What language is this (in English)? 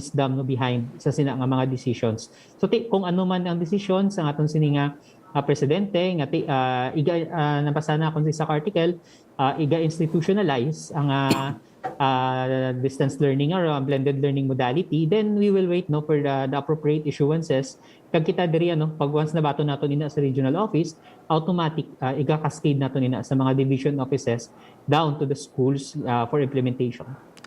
Hiligaynon